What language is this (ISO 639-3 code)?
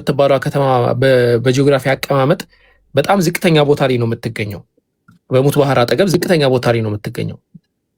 amh